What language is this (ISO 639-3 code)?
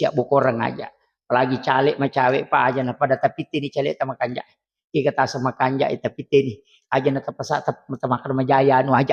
bug